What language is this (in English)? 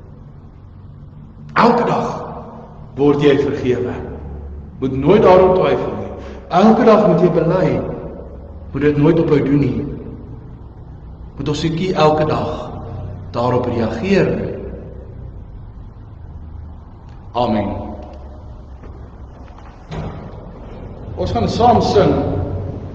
Afrikaans